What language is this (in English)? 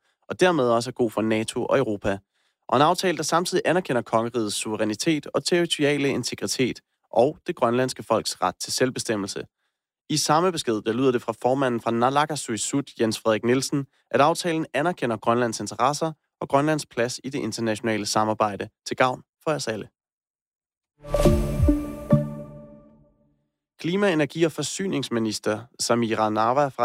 Danish